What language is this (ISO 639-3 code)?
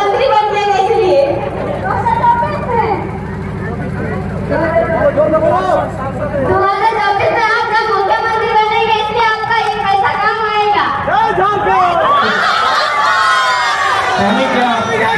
hin